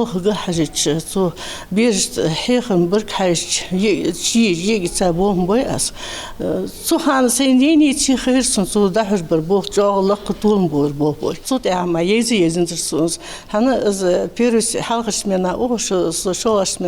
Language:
Ingush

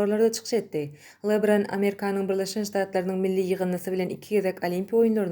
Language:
Turkmen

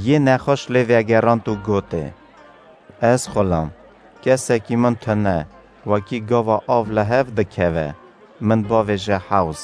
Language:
Kurdish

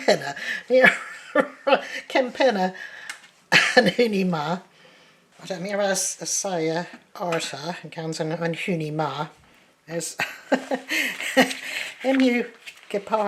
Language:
Cornish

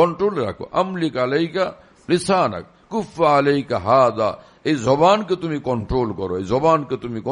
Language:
Bangla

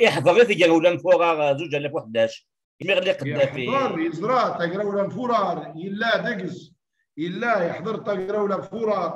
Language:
Kabyle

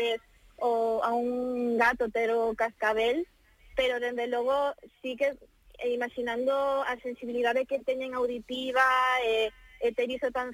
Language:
Galician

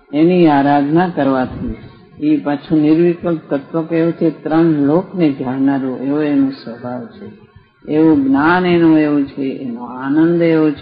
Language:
Gujarati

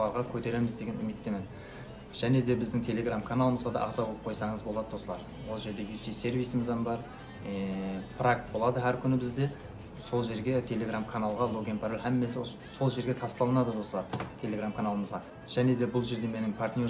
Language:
Kara-Kalpak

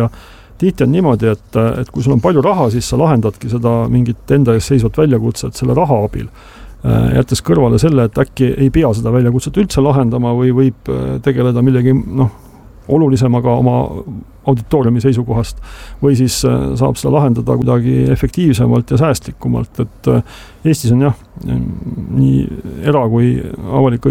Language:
Estonian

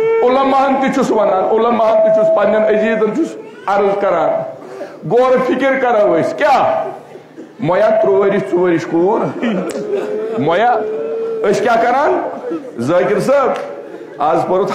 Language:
Kashmiri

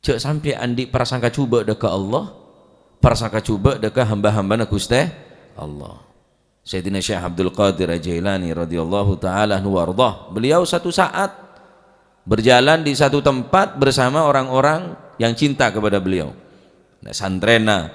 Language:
Madurese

